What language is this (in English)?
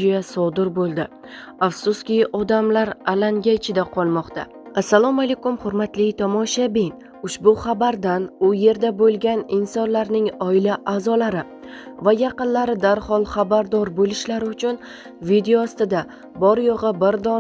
Uzbek